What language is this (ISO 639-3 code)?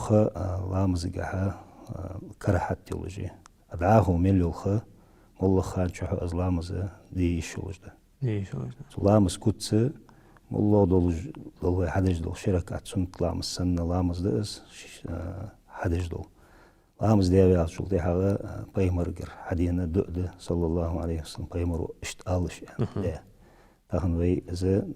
inh